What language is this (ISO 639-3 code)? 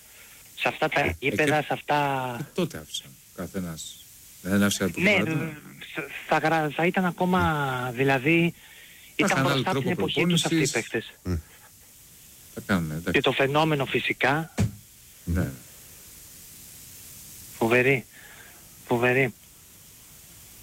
ell